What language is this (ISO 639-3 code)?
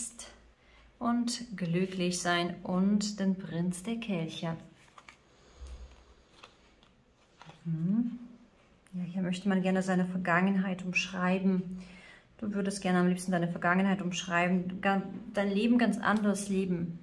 deu